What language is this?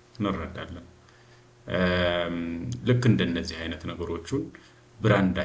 Amharic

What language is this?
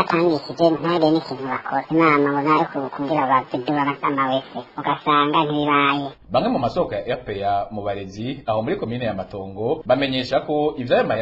Rundi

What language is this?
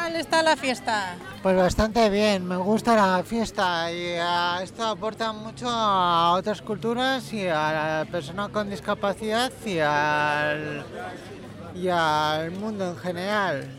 Spanish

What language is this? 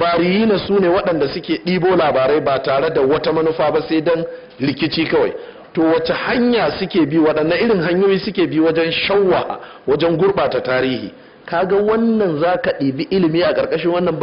Hausa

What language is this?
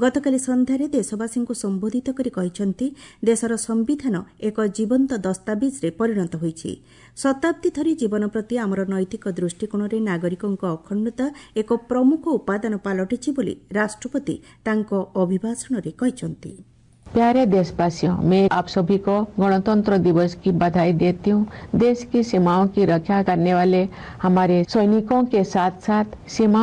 Odia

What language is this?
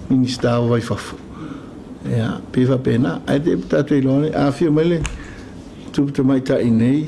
Samoan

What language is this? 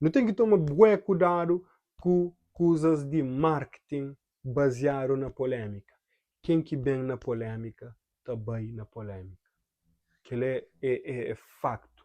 Kabuverdianu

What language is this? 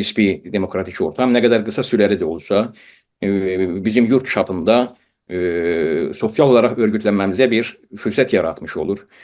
South Azerbaijani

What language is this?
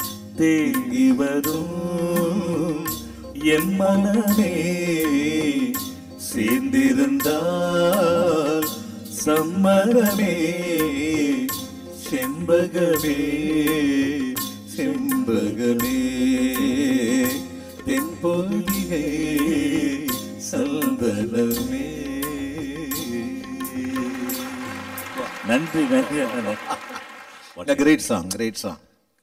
Tamil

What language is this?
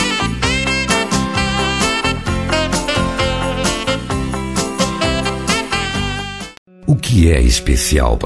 Portuguese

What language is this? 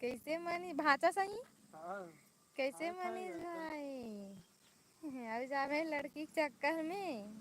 Chhattisgarhi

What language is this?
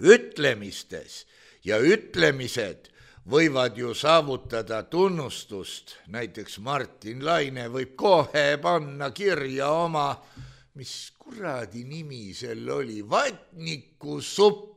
Estonian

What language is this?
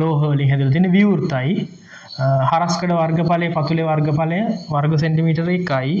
Sinhala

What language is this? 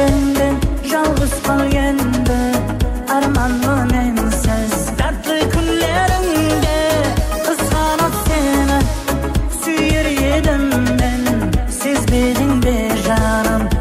Kara-Kalpak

